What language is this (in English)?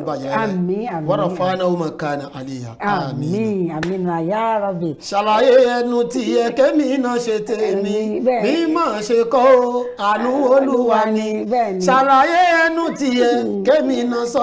Yoruba